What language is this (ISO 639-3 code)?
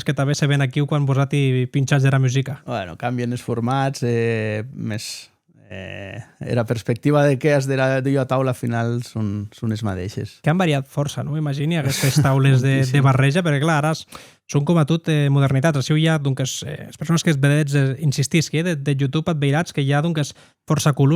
oci